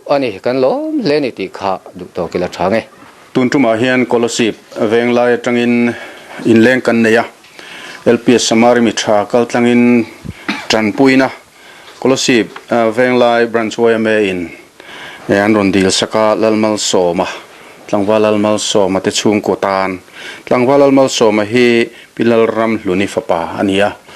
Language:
Mizo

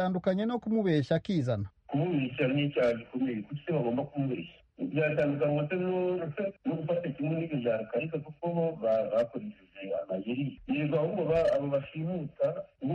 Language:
Kinyarwanda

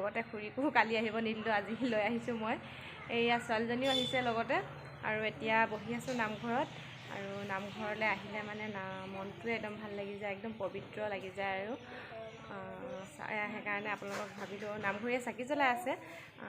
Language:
Assamese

